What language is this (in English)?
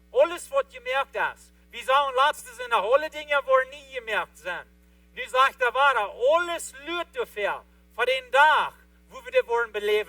Plautdietsch